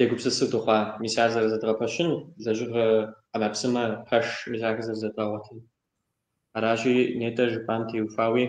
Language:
Kabardian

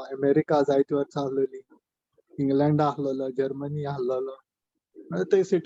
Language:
Konkani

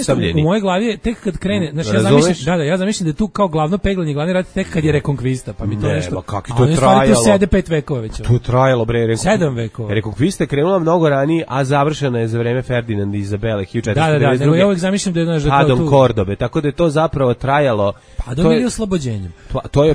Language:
Serbian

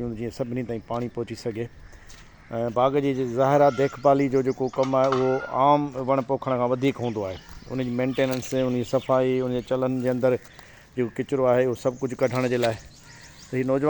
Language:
Sindhi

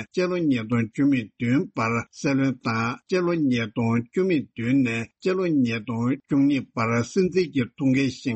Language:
Tibetan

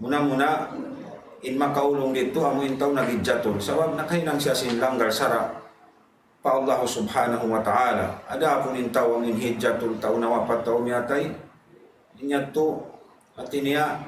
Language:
Tausug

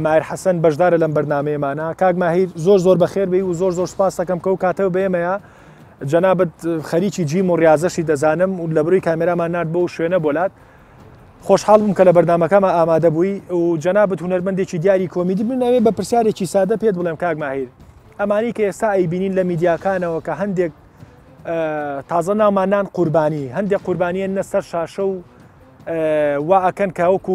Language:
Central Kurdish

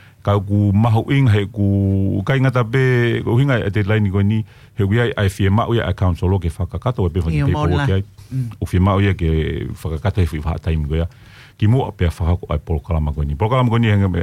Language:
Tongan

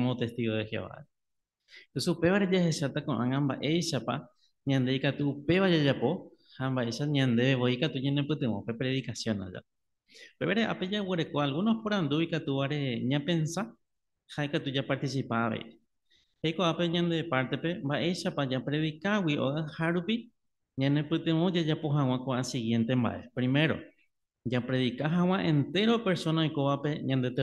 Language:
Guarani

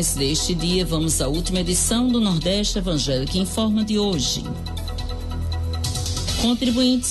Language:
Portuguese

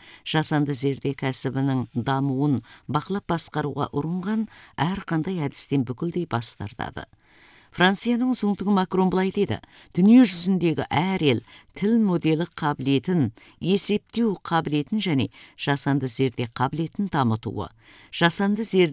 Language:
Kazakh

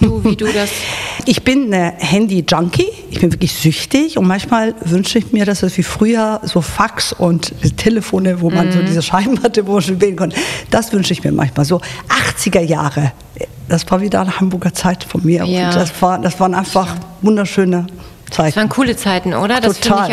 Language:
German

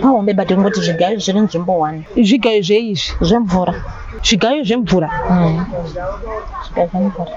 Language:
Shona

